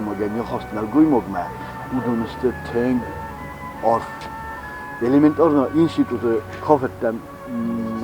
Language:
Ossetic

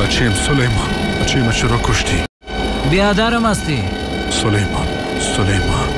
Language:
Persian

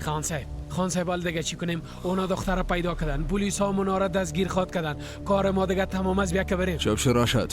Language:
Persian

